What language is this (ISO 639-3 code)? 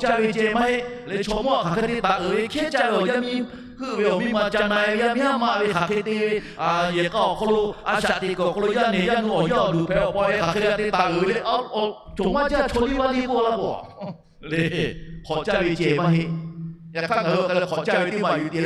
lhu